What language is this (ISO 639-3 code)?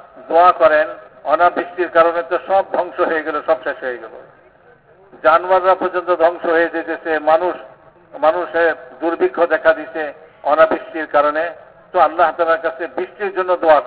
ben